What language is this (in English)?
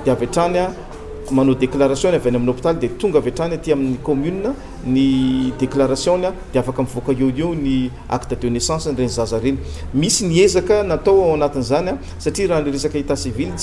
Malagasy